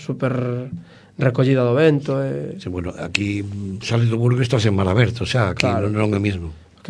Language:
Galician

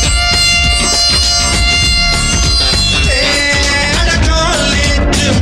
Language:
Tamil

